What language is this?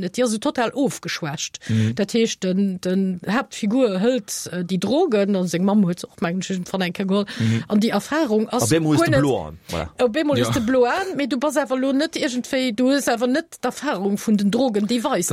Luxembourgish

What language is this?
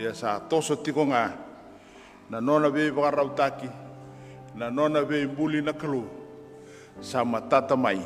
Fijian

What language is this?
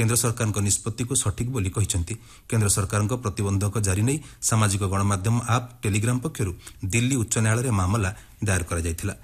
Odia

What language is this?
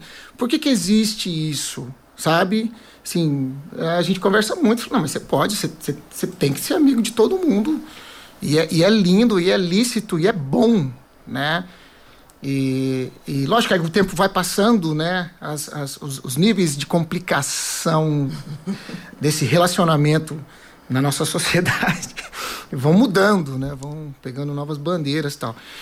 Portuguese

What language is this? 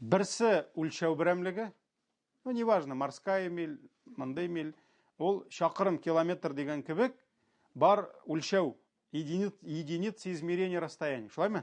Tatar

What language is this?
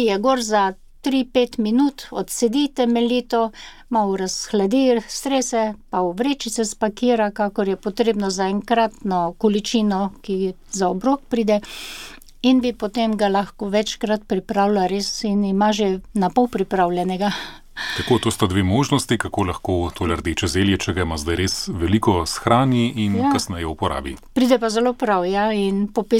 Slovenian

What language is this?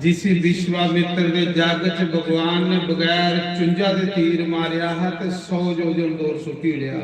Dogri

